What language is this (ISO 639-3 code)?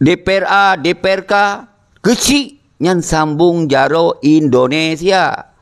ace